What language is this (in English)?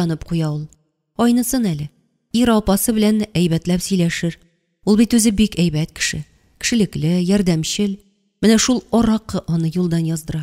Tatar